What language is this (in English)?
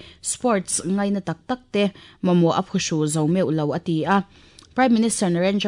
Mizo